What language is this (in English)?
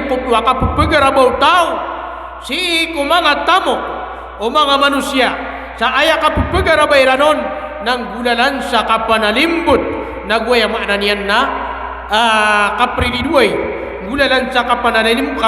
Maranao